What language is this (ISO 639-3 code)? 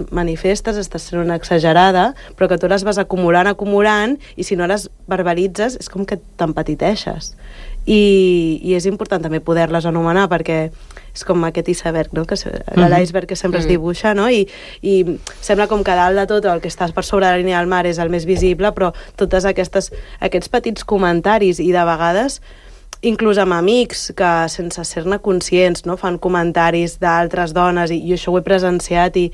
cat